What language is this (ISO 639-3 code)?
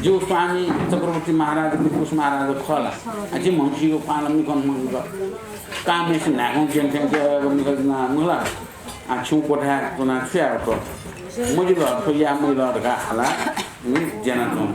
new